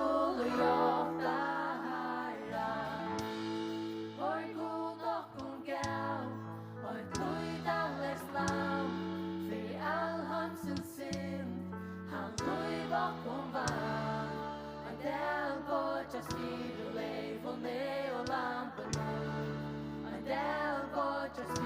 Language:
Faroese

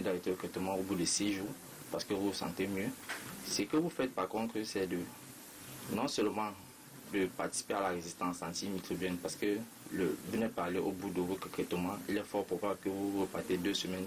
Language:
French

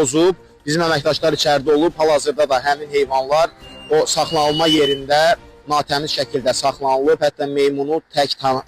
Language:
Azerbaijani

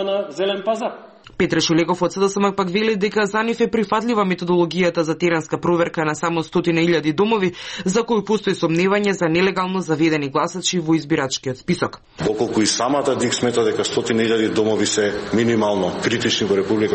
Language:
Macedonian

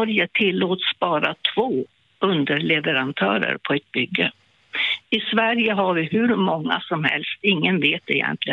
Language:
Swedish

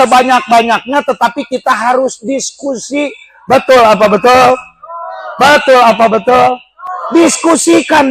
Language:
Sundanese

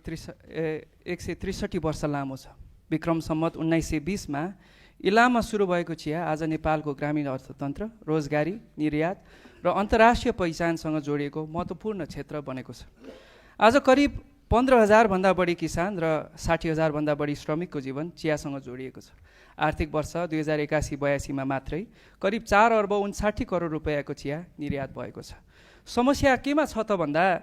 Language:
Nepali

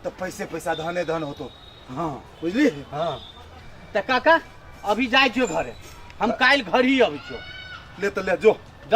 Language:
Maithili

